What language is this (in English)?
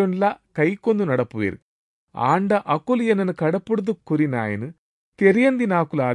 Tulu